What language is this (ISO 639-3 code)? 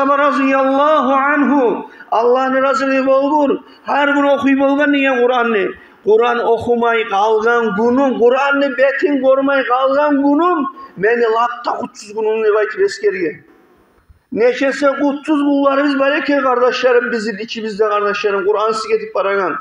kum